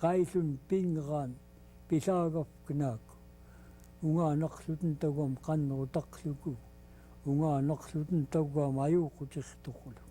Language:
Central Yupik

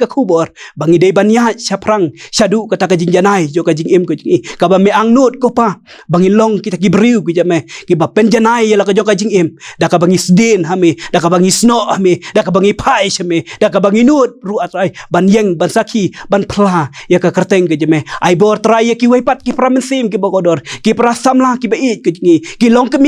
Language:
Khasi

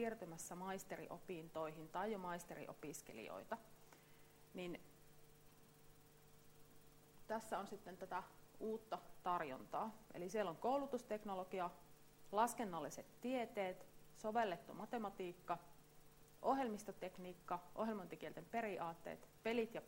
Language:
Finnish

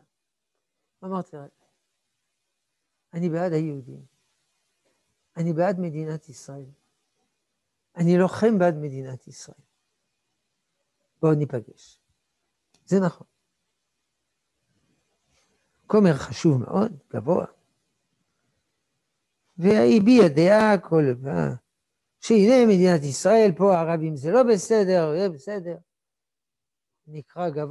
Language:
Hebrew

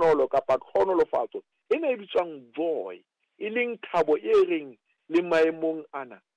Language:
Southern Sotho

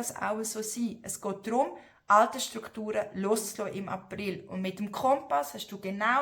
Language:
Swiss German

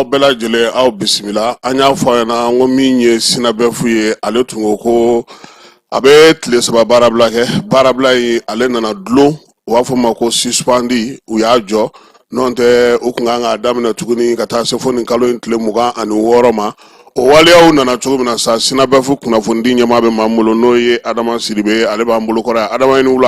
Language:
Bambara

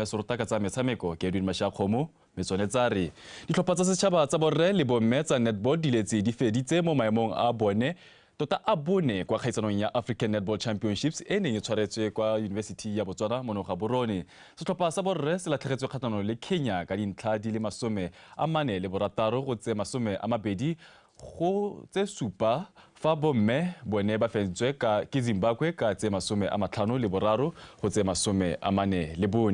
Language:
Tswana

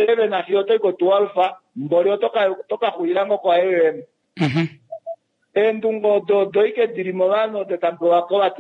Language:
Kuanyama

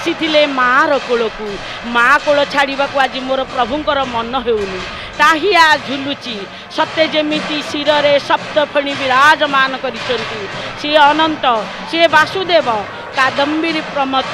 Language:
Odia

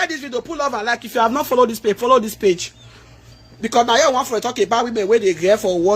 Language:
Nigerian Pidgin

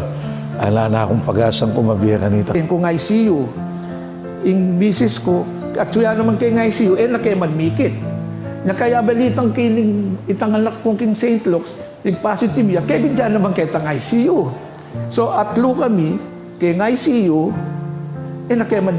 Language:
Pampanga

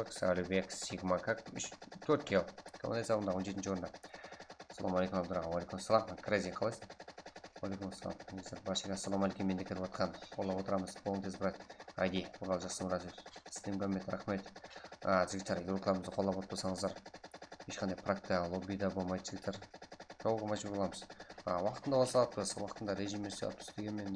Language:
Kara-Kalpak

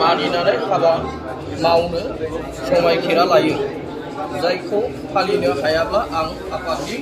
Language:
Bodo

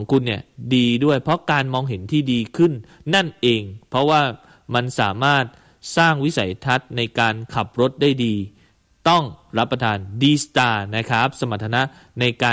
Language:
Thai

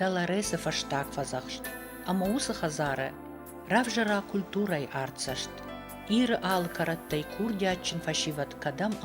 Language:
Ossetic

